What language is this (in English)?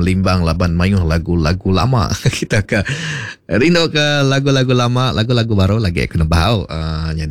Iban